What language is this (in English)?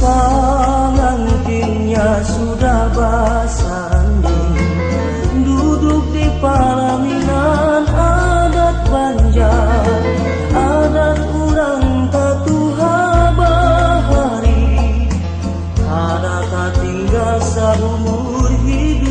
Banjar